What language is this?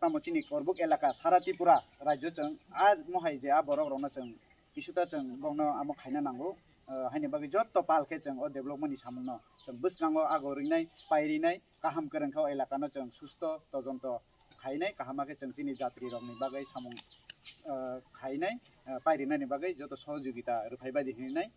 Kok Borok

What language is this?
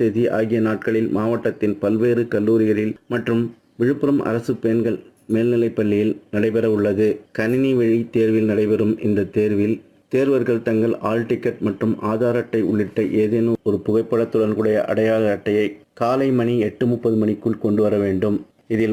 Tamil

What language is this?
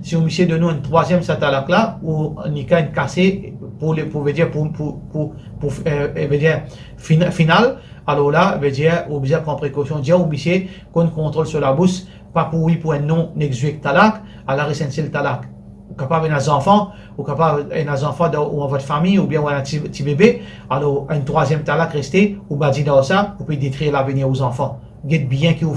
Morisyen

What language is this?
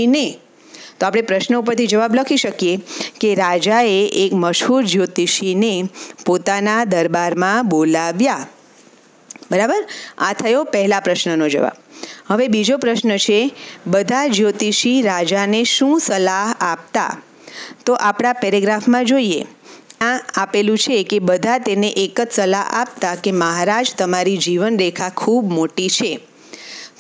Gujarati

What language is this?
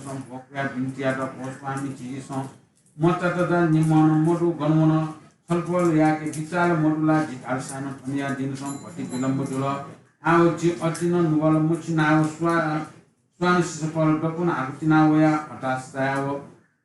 Newari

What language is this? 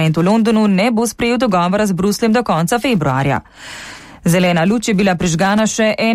Slovenian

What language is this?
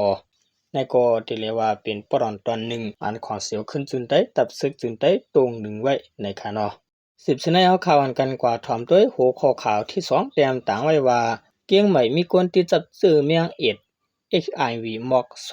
Shan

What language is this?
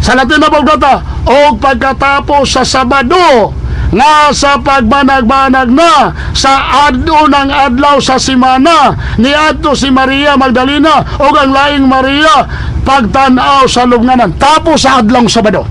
Cebuano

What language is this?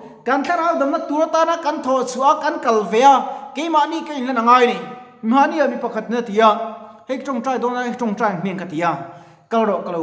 Mizo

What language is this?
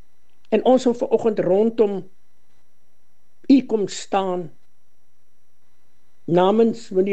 Afrikaans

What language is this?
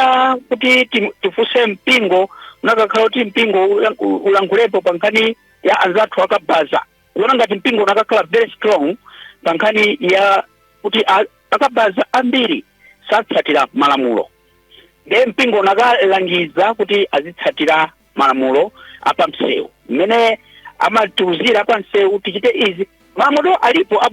Nyanja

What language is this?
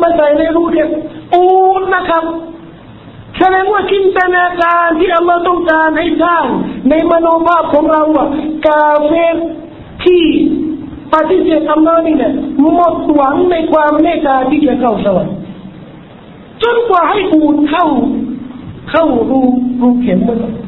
Thai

